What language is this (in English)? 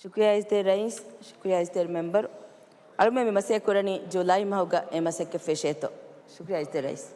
Divehi